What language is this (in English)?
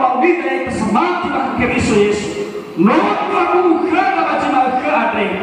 Nias